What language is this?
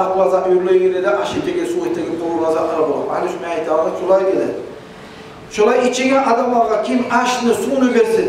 Kumyk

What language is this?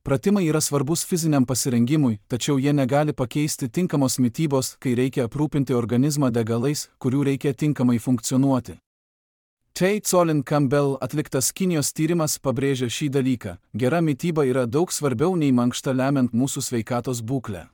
Lithuanian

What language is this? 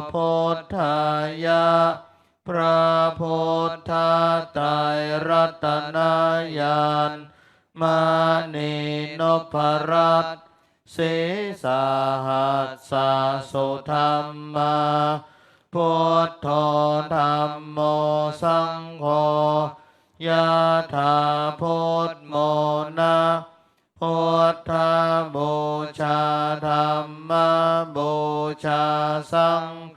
Pali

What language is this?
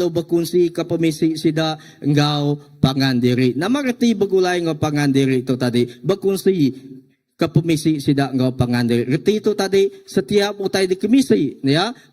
Iban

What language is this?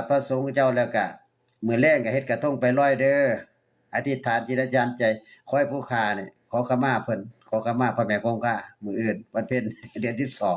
Northeastern Thai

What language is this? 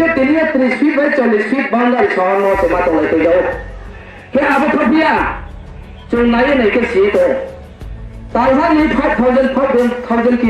Riang (India)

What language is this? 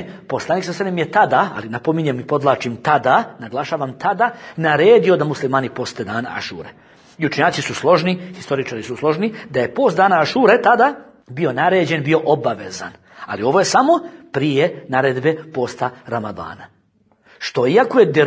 Bosnian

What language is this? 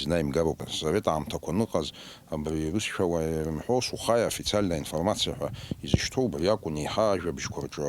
Abkhazian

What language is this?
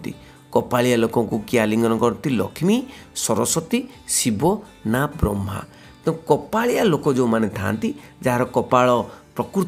Odia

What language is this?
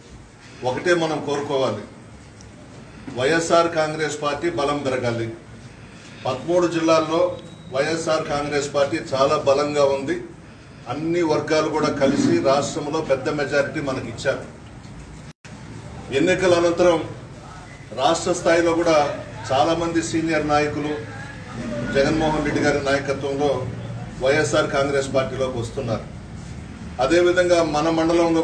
Telugu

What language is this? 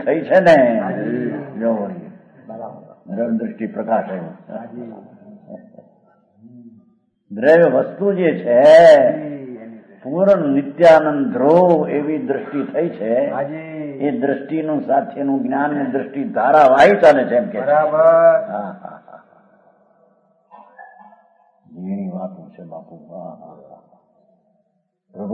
Gujarati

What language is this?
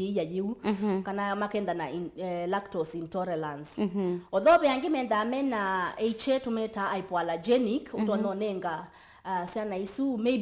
Kamba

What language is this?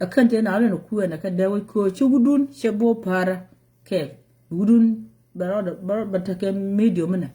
Nuer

